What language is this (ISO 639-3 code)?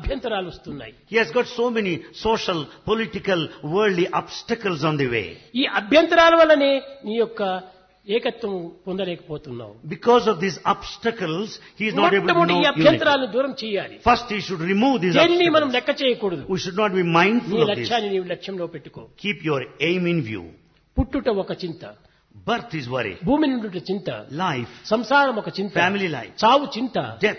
tel